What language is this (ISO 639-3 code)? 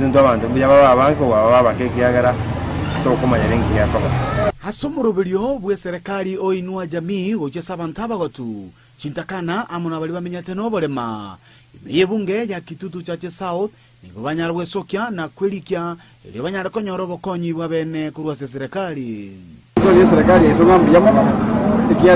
guz